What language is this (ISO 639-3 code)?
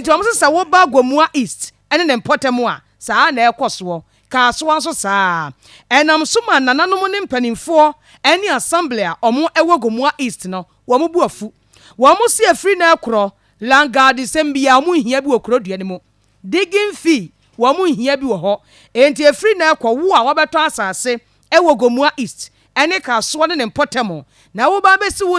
aka